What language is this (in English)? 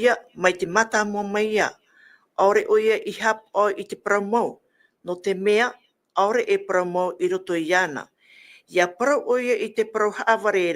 Tahitian